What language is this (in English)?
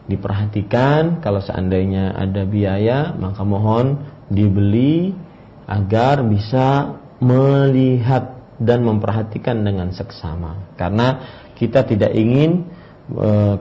Indonesian